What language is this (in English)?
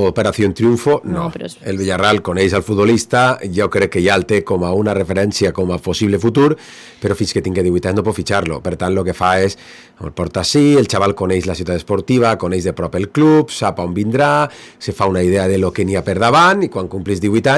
Catalan